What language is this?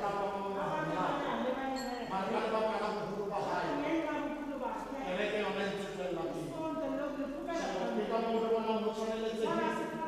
Tswana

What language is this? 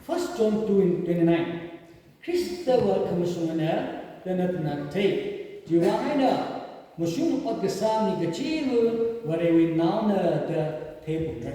Tangkhul Naga (India)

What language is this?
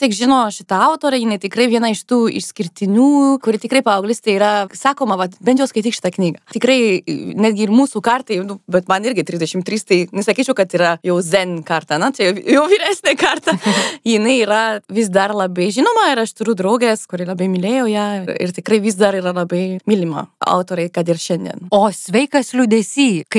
Lithuanian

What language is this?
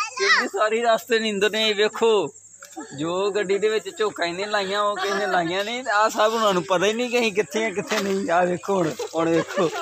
Punjabi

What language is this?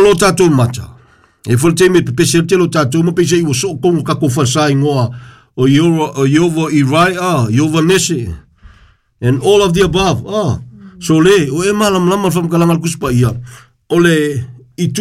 Samoan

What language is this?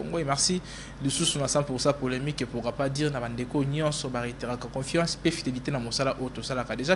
Lingala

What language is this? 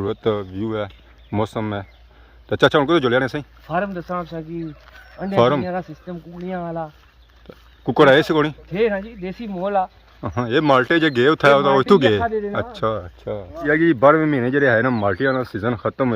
Pahari-Potwari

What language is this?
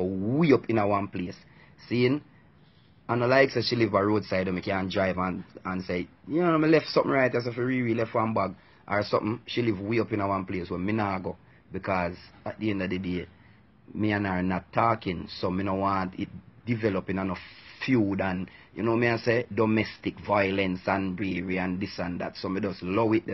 Jamaican Creole English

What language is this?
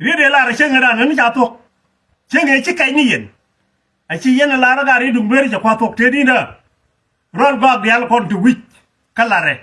Nuer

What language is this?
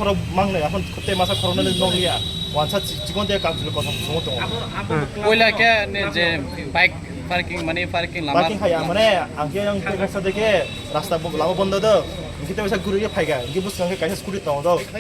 Kok Borok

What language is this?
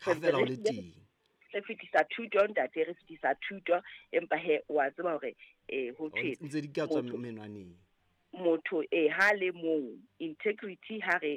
Southern Sotho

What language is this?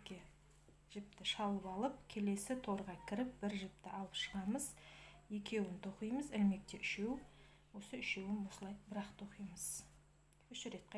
Kazakh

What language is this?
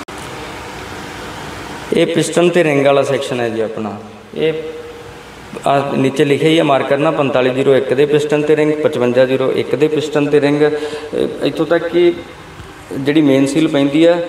Punjabi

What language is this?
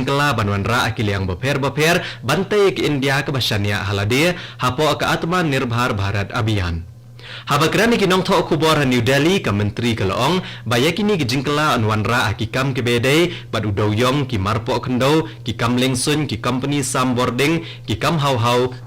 Khasi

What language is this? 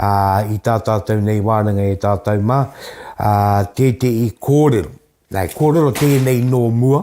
Māori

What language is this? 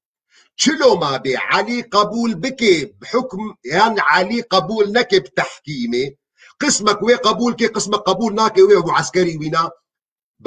Kurdish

